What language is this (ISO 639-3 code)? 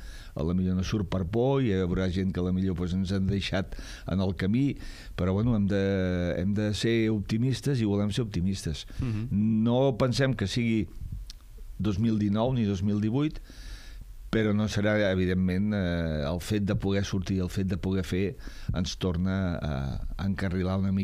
cat